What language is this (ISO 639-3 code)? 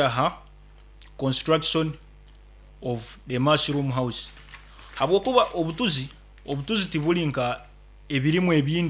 nyn